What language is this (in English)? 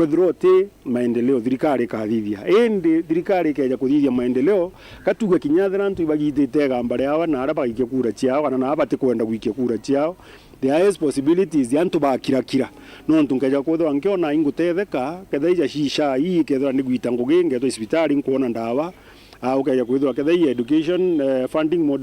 Meru